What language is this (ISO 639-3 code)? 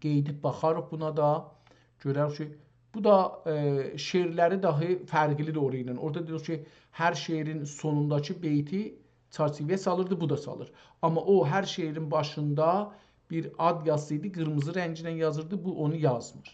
azb